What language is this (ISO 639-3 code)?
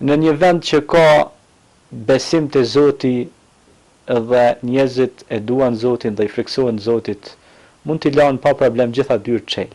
sqi